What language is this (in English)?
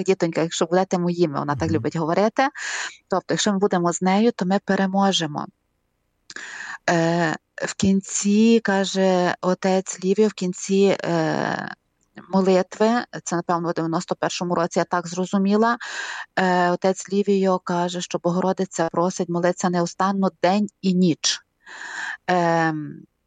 Ukrainian